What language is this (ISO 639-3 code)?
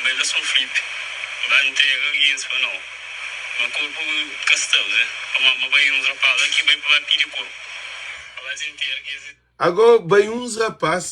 kea